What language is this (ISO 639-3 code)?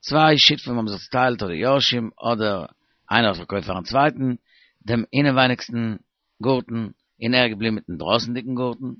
yid